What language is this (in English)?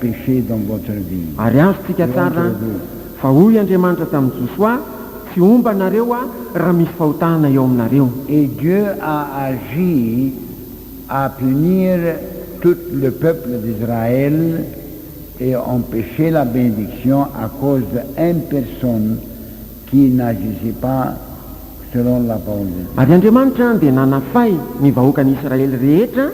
Malagasy